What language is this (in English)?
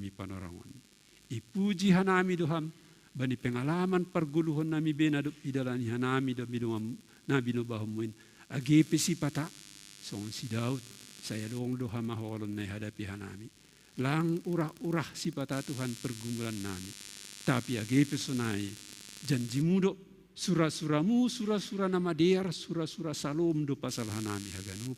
Batak Simalungun